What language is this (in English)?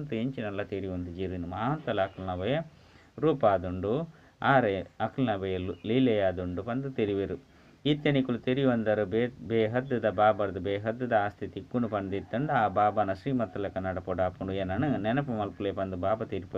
Tulu